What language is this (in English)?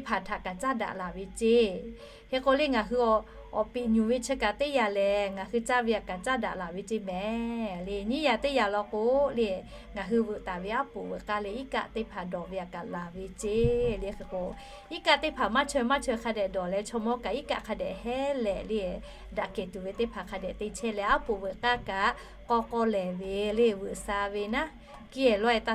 Lahu